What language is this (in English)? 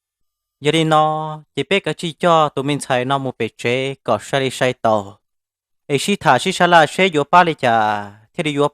Hmong